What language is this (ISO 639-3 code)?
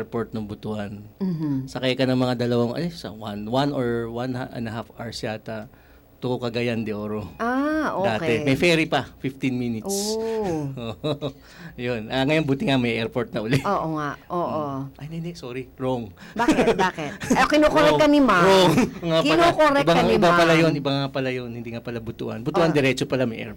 fil